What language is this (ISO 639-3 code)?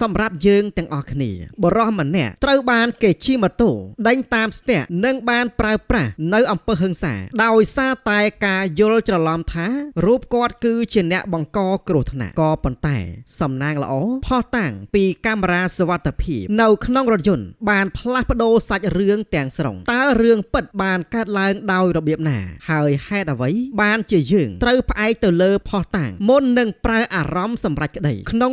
khm